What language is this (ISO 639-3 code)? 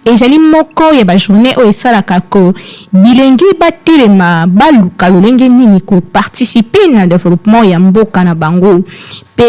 lin